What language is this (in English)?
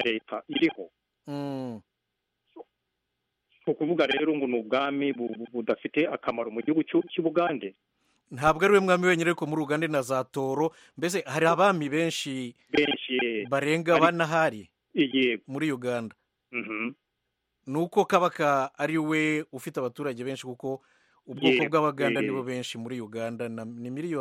Kinyarwanda